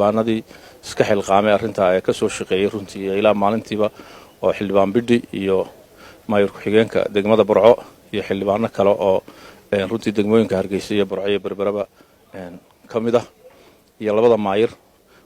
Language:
Somali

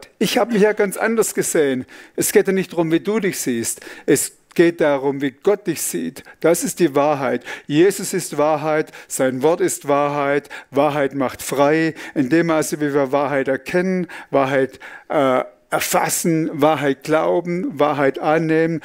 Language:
Swiss German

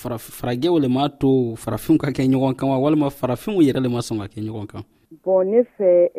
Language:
Dyula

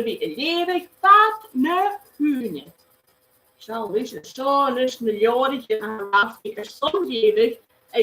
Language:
Scottish Gaelic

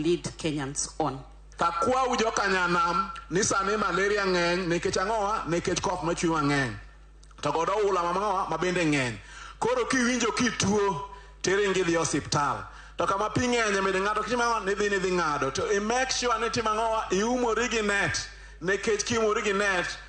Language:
Luo (Kenya and Tanzania)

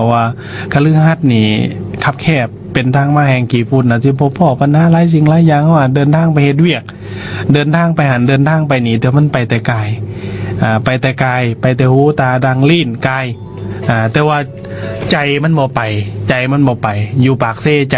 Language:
Lao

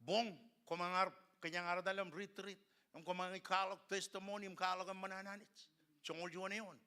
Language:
Marshallese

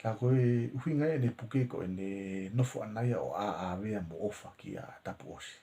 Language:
Tongan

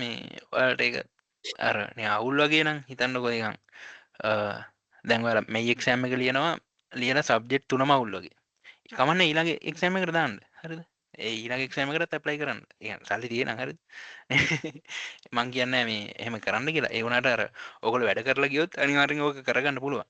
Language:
Sinhala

